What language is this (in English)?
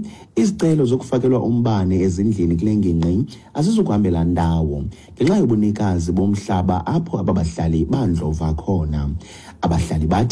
Xhosa